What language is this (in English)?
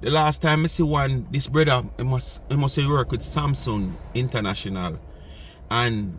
Jamaican Creole English